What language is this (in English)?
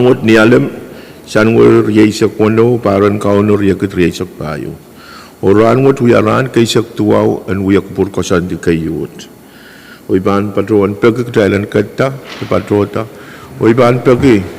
Pohnpeian